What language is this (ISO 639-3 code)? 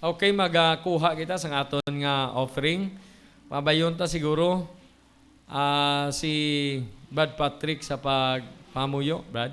hil